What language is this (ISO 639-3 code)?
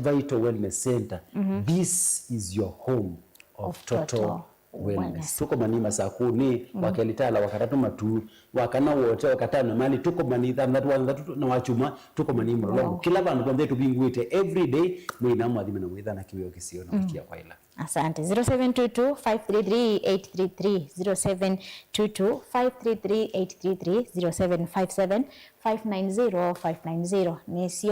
kam